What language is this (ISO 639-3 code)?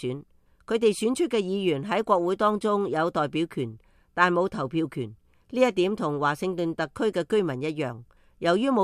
yue